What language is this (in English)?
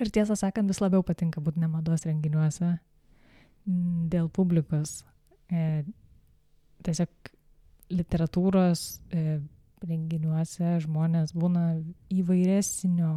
Lithuanian